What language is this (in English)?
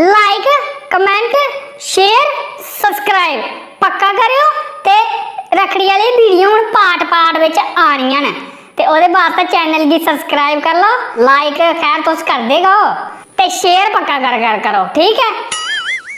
Dogri